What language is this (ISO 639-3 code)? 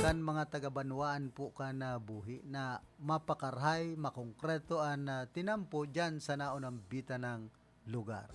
bik